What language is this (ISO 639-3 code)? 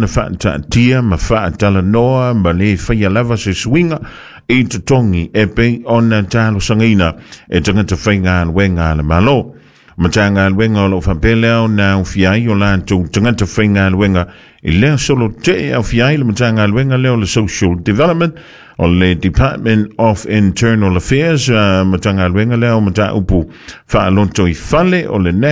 smo